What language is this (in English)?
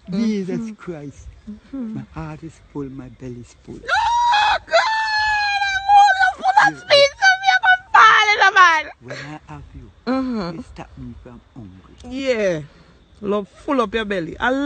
Jamaican Creole English